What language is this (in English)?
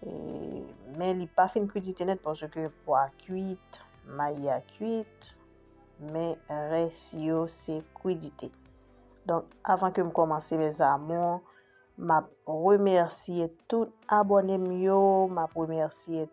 Haitian Creole